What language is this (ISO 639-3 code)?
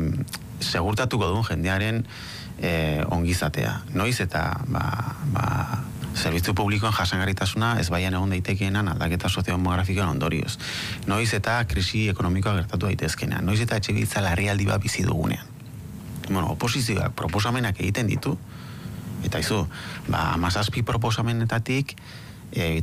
eus